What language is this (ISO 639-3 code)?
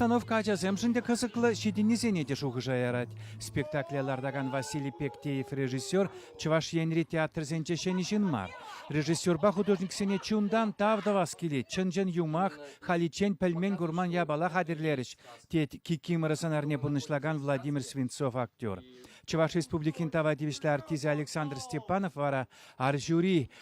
chv